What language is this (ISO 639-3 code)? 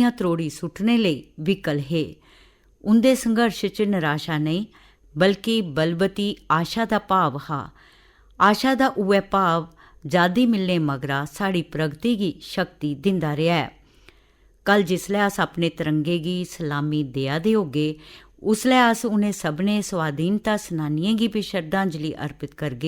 doi